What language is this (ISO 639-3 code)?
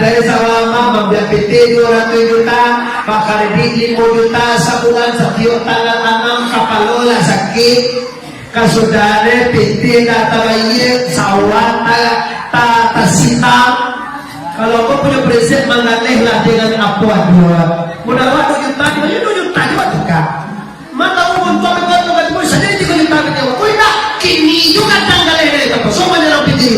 min